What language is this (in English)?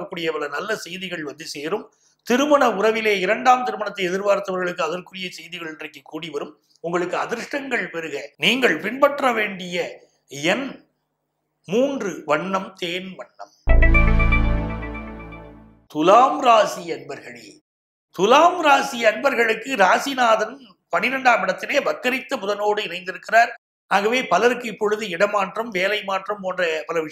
Tamil